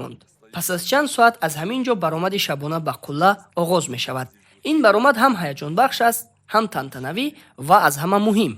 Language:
Tajik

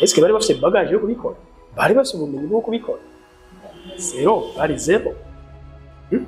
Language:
Rundi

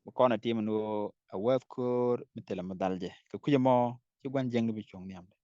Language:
Nuer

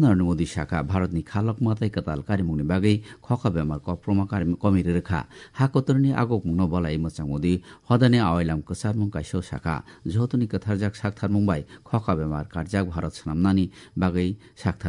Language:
Kok Borok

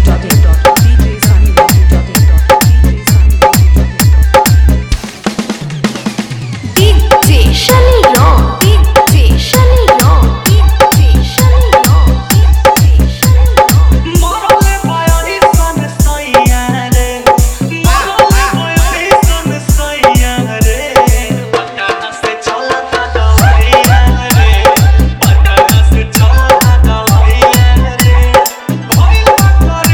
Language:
Bhojpuri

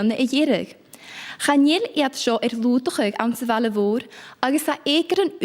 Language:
Scottish Gaelic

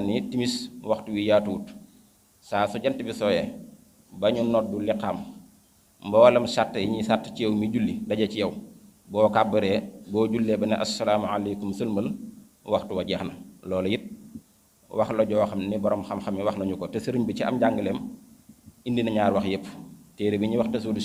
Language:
Wolof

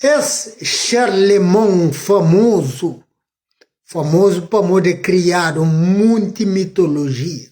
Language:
Kabuverdianu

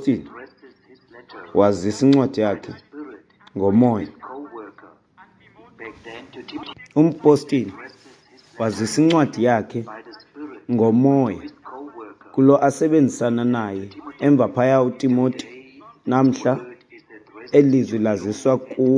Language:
Xhosa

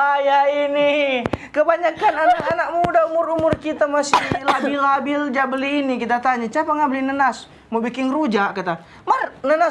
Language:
Manado Malay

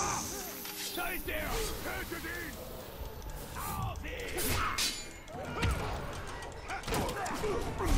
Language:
German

